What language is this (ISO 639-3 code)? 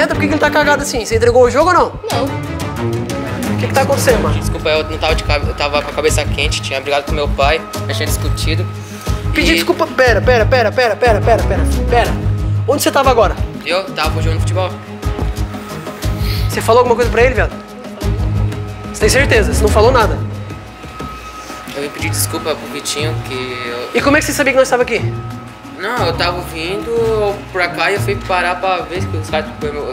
por